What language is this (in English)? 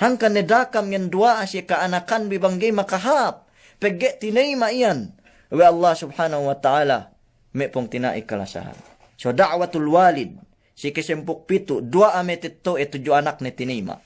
Yakan